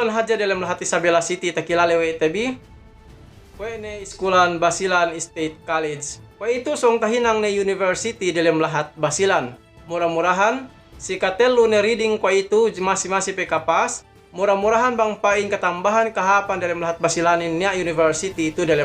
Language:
Yakan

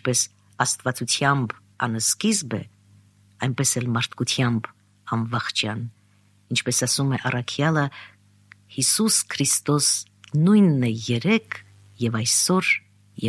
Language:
Armenian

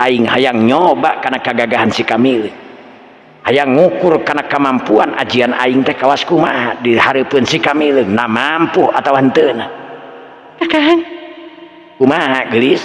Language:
Sundanese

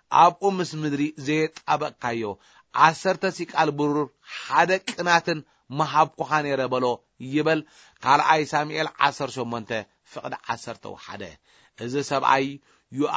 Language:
Tigrinya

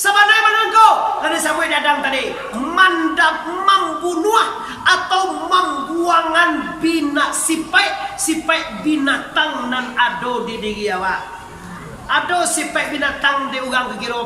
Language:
Minangkabau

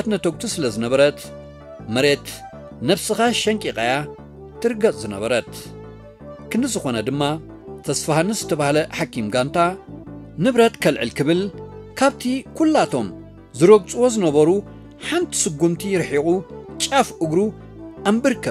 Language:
Tigrinya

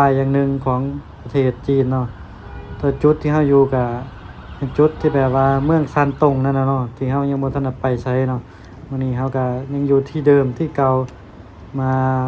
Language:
Lao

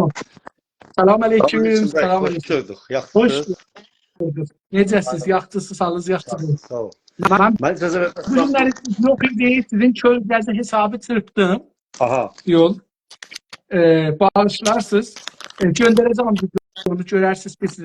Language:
South Azerbaijani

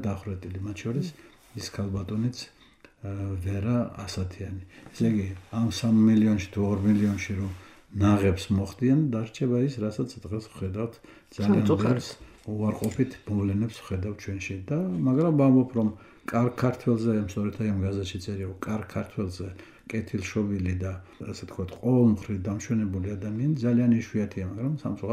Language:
Georgian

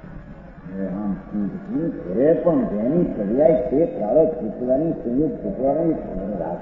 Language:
Gujarati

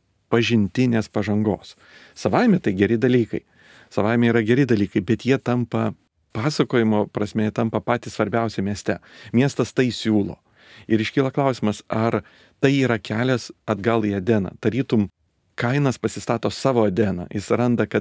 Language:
Lithuanian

